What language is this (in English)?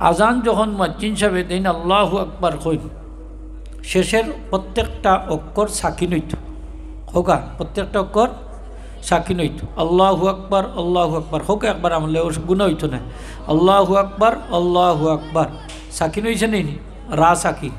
Sylheti